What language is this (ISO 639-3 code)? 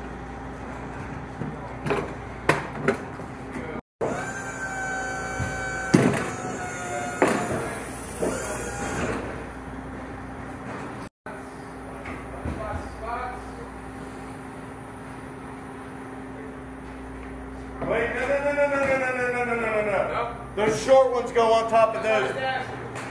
eng